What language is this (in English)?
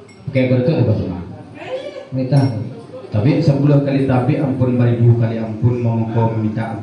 Minangkabau